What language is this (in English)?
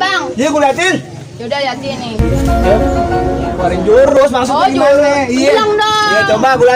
Betawi